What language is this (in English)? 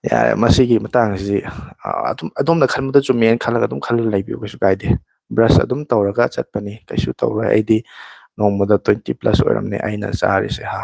Manipuri